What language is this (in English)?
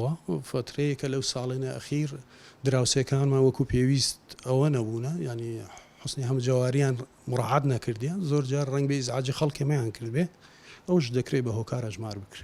Central Kurdish